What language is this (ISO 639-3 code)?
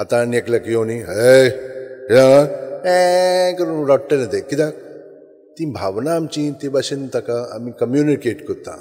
kok